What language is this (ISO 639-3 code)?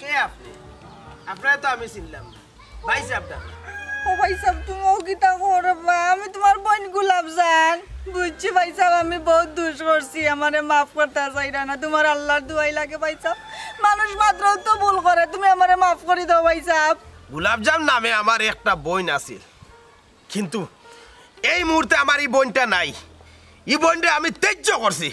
syl